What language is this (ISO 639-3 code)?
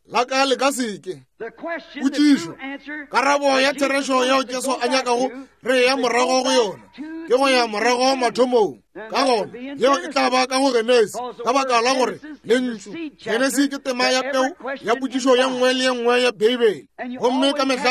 nso